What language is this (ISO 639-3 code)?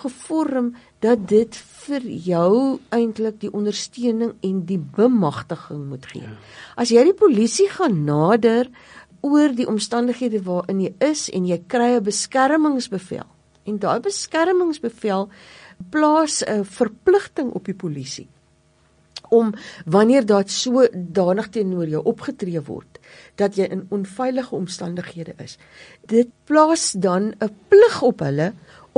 afr